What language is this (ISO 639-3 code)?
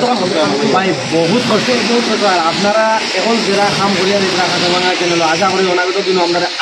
syl